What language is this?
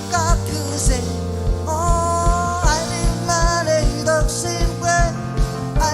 Marshallese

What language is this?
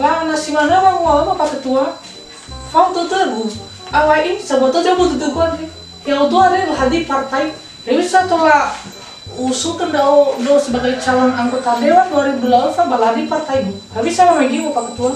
Nias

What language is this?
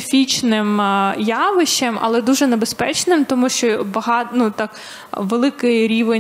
Ukrainian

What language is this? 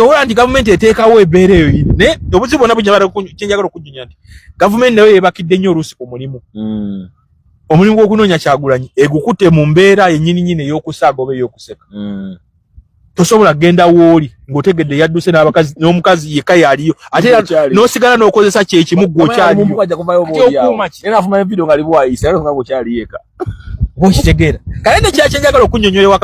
Ganda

